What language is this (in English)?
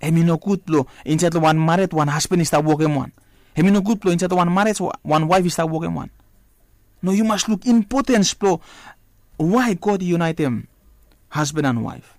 Bislama